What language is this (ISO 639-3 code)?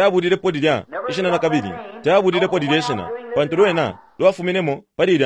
bem